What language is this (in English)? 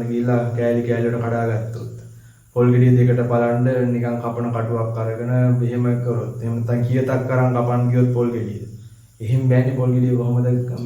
Sinhala